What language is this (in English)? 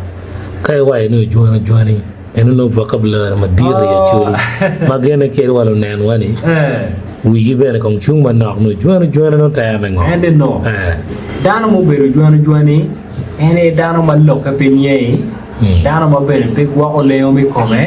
Acoli